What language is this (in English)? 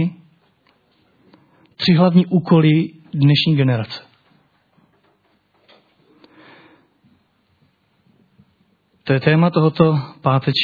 Czech